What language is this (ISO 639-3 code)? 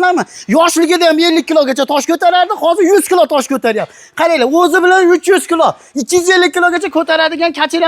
uzb